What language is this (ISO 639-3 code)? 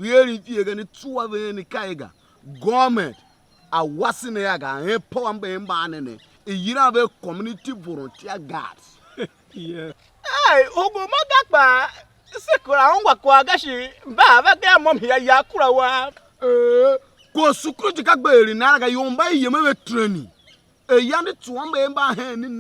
tiv